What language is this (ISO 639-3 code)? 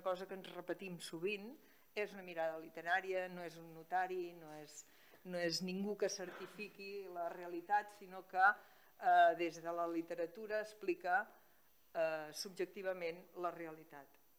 cat